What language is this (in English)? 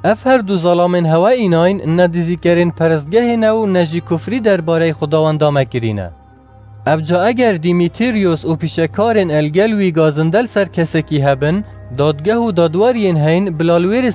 Kurdish